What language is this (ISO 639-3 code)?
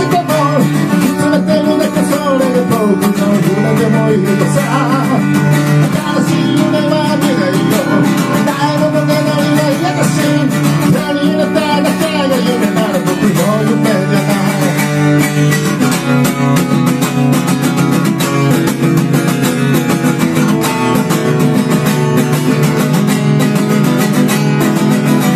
jpn